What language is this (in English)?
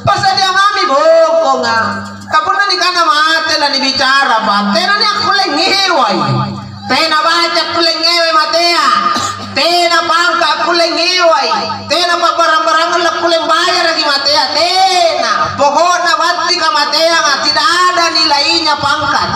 Makasar